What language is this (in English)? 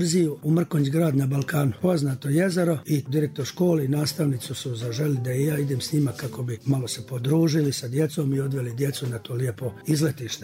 Bosnian